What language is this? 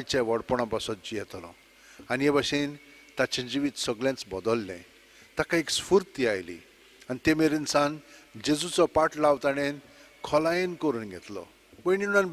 Konkani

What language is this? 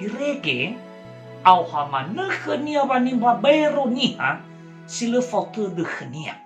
Nias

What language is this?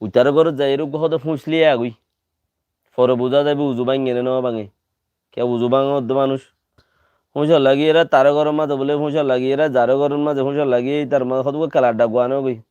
Rohingya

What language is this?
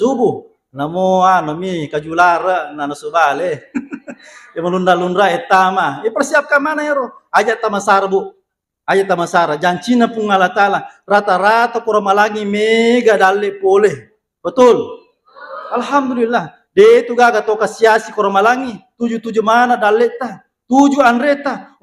Buginese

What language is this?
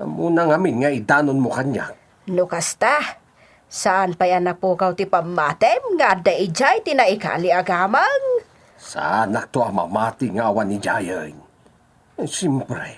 Iloko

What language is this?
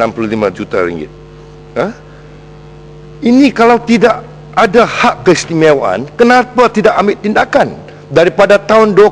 Malay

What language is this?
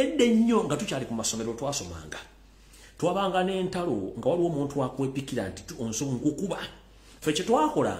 Ganda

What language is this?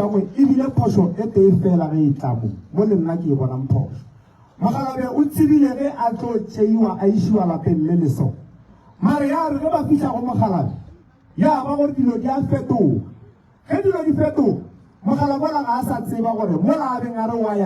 Northern Sotho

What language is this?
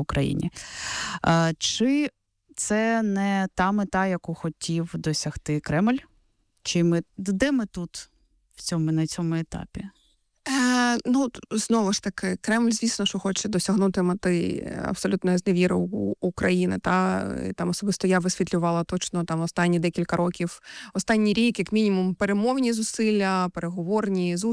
Ukrainian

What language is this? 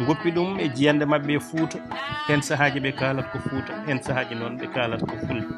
Fula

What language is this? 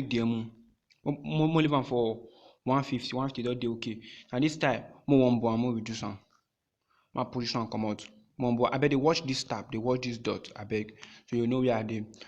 Nigerian Pidgin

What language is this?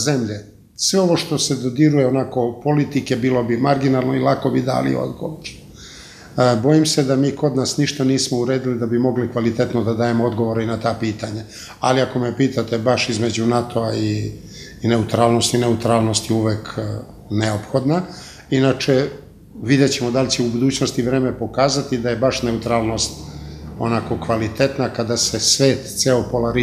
Serbian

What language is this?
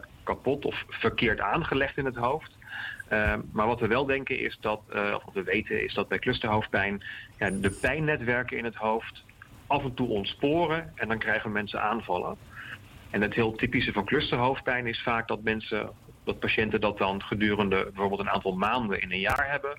Dutch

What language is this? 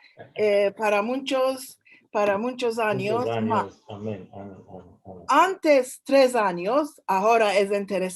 Ladino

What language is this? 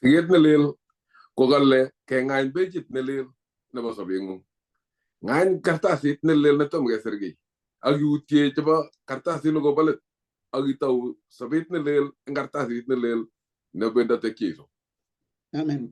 Kalenjin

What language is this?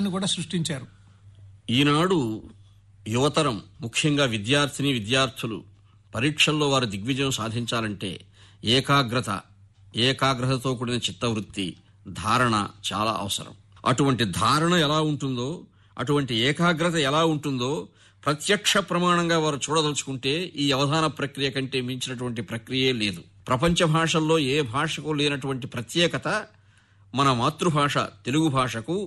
Telugu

